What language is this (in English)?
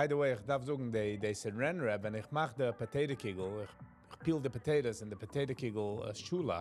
Yiddish